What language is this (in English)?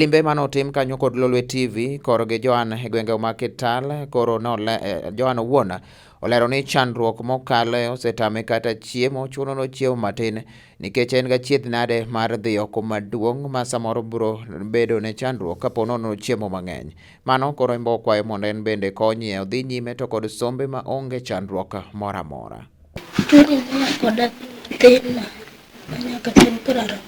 Luo (Kenya and Tanzania)